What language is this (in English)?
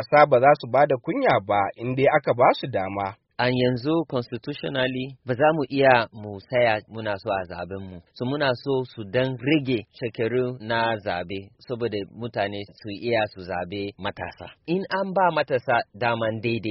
Hausa